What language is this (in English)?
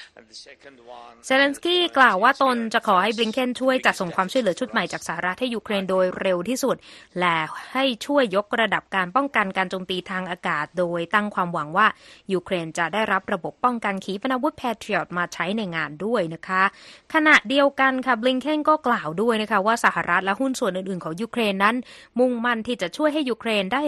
Thai